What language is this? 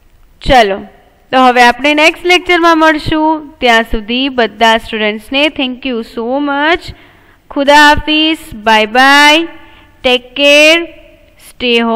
Gujarati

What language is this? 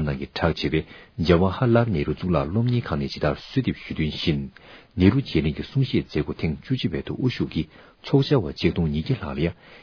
Tibetan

